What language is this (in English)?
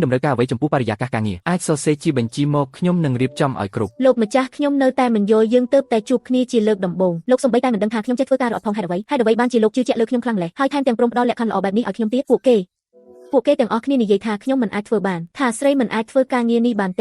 Khmer